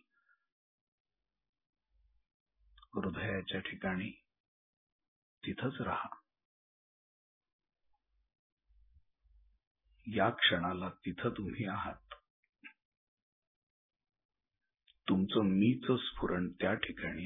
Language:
Marathi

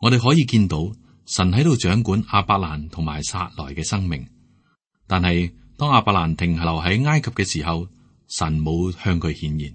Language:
Cantonese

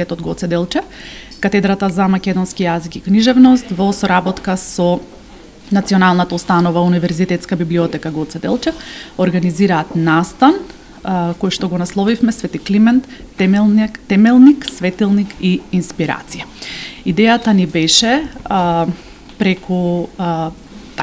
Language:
Macedonian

